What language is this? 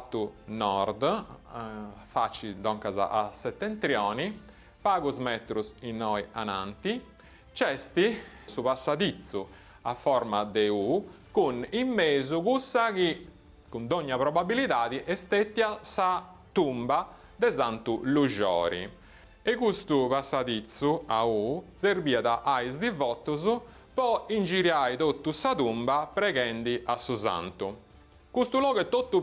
Sardinian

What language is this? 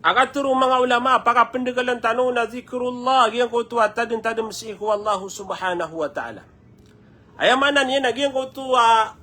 Maranao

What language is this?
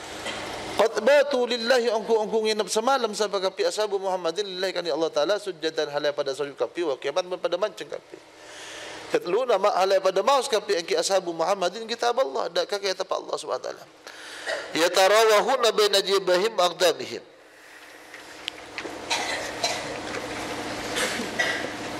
Madurese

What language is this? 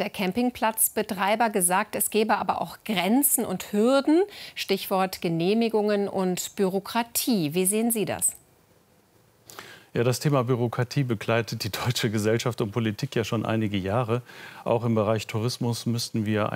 German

